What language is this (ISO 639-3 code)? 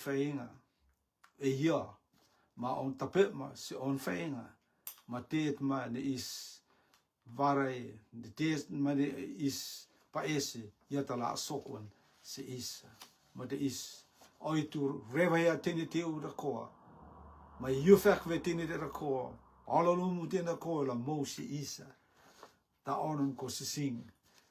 rtm